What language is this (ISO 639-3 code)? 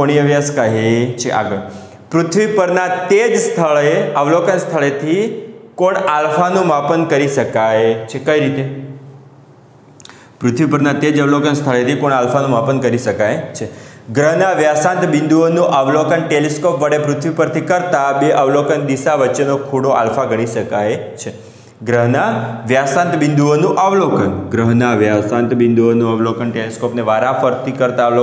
guj